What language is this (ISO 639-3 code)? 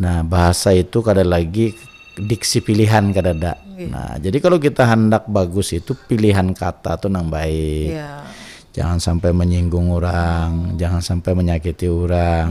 bjn